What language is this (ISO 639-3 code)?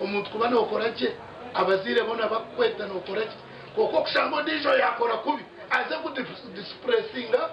nyn